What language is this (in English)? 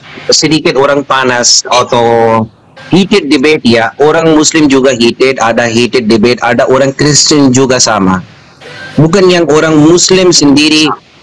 Indonesian